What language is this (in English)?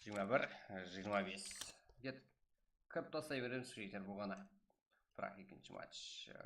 Kara-Kalpak